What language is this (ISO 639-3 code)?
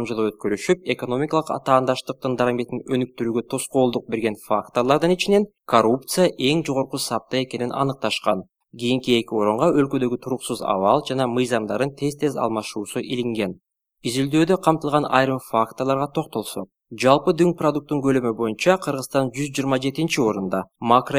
kir